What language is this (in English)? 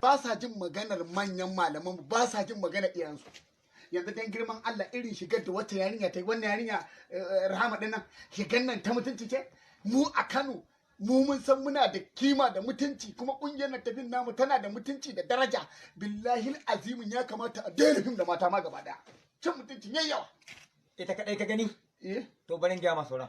Hausa